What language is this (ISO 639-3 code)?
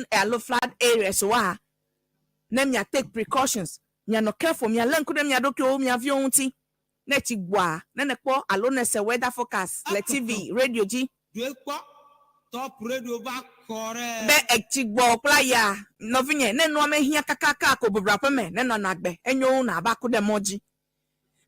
ewe